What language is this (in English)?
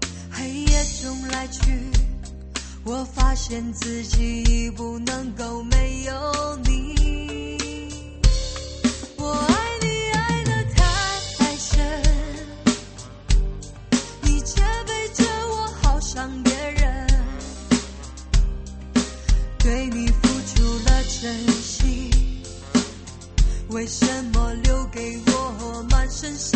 Chinese